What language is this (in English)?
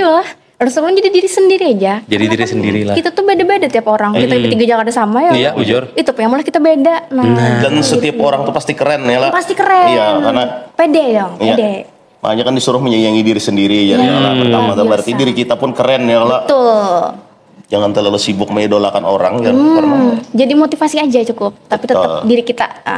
Banjar